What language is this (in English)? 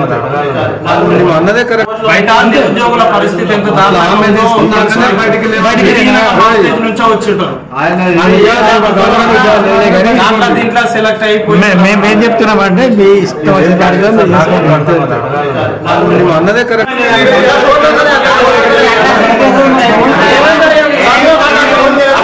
Telugu